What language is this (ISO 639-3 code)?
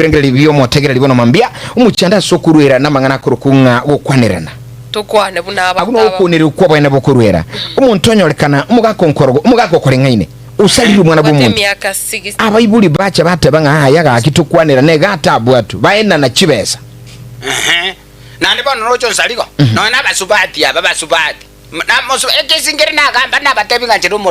guz